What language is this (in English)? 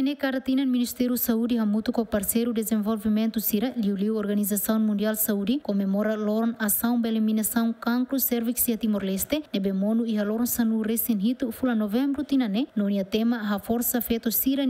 Tetum